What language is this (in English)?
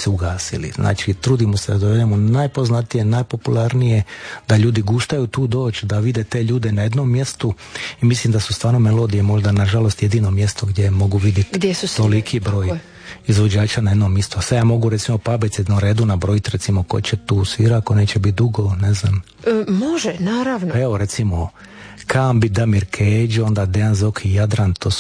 Croatian